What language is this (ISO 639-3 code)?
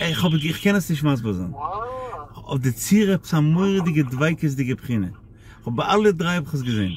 yid